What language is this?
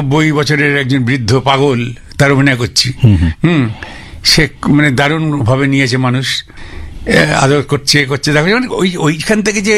Bangla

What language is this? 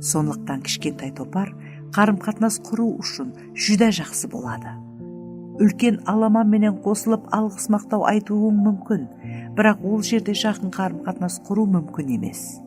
Kara-Kalpak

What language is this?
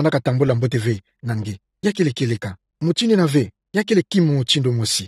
Kituba (Democratic Republic of Congo)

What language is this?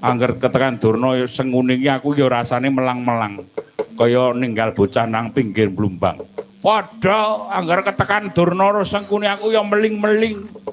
Javanese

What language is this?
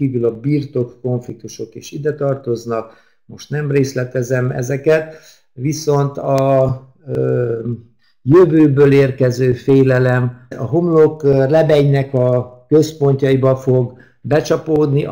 Hungarian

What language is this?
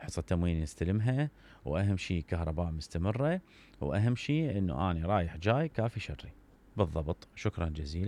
Mesopotamian Arabic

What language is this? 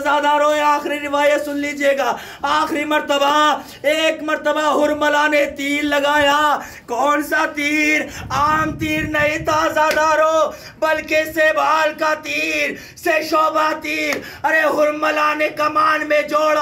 Urdu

